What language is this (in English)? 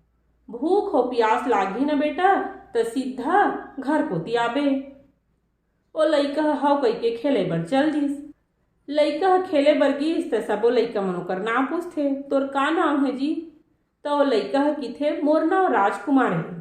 Chhattisgarhi